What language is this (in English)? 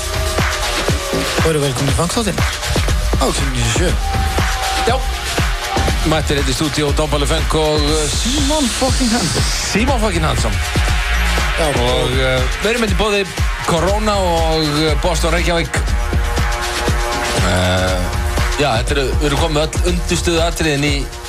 Icelandic